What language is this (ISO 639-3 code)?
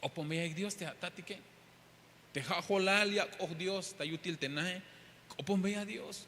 tzh